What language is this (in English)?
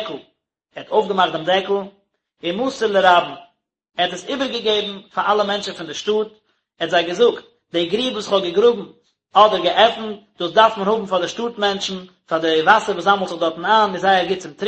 Yiddish